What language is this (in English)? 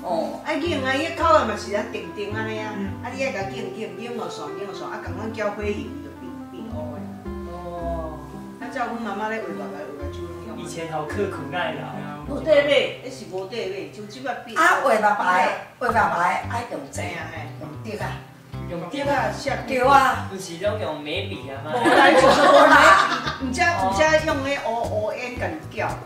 Min Nan Chinese